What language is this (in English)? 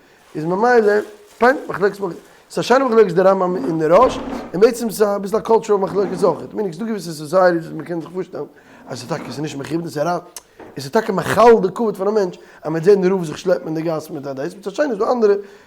Yiddish